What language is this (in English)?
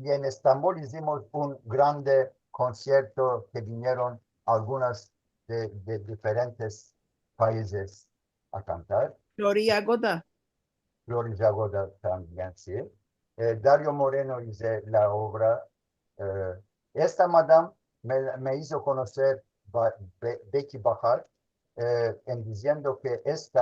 Ladino